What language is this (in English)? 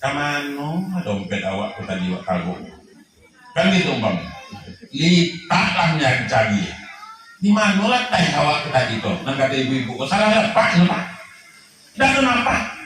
Minangkabau